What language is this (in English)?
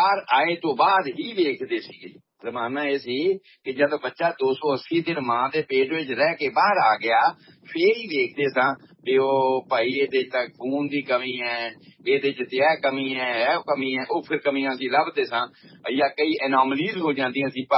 Punjabi